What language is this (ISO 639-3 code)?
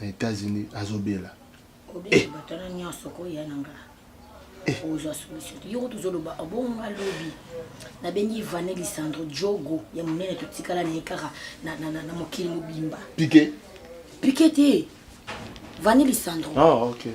lin